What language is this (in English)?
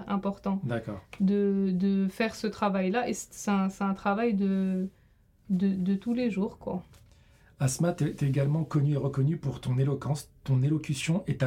French